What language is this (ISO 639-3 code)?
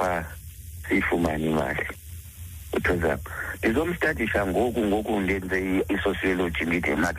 xho